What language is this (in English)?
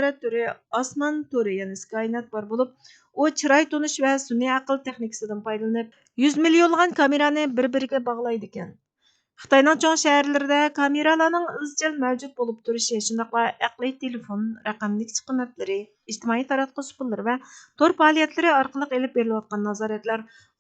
Uyghur